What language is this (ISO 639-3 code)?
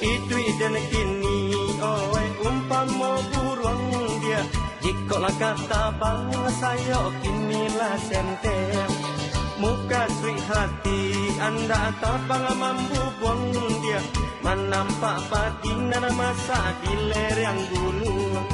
min